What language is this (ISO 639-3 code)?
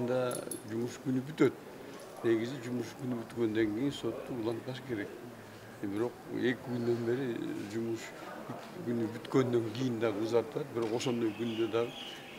kir